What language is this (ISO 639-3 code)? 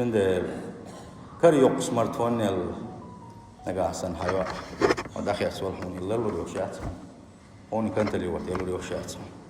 che